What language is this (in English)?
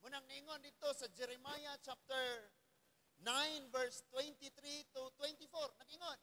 Cebuano